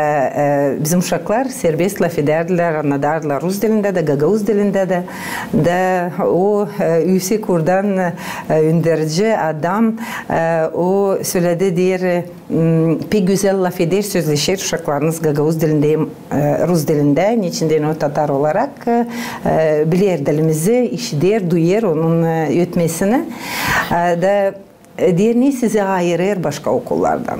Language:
Gagauz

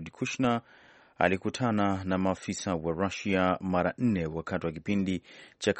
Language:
Swahili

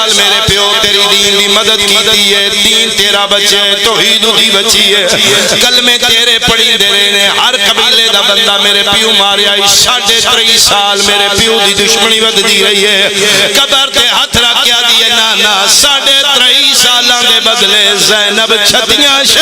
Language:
Pahari-Potwari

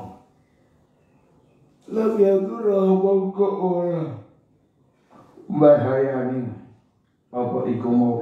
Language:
Javanese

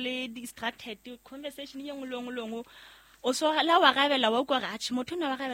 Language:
Southern Sotho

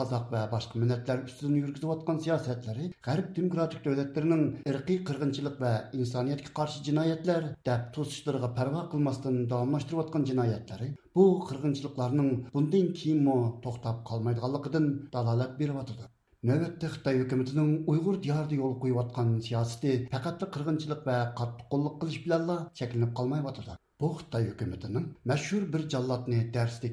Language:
Uyghur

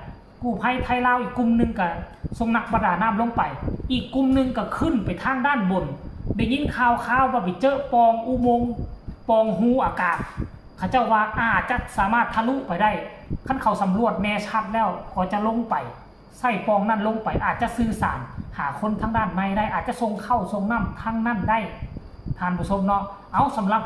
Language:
Northeastern Thai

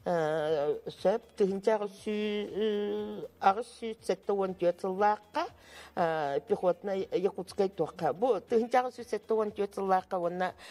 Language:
Yakut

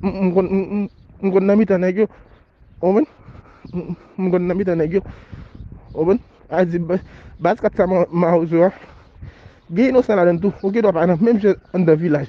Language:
Haitian Creole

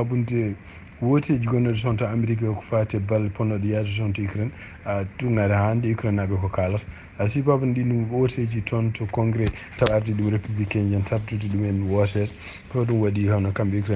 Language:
Fula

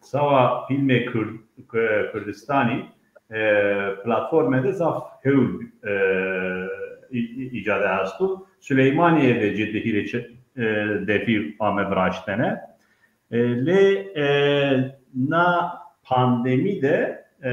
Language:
Zaza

